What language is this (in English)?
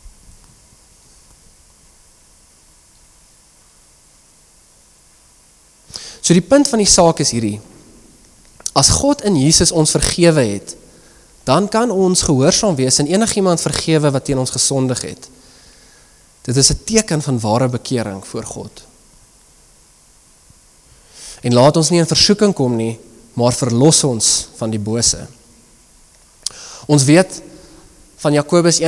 Afrikaans